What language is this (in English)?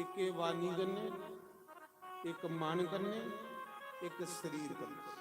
Dogri